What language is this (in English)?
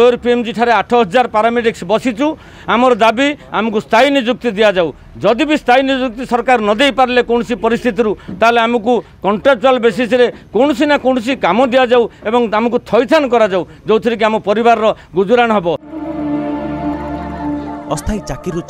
Odia